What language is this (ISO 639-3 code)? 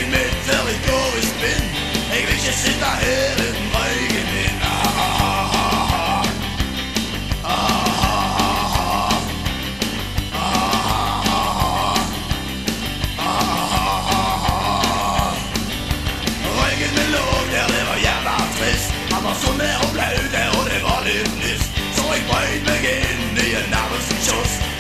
nor